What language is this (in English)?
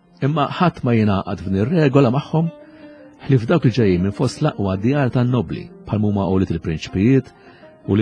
Maltese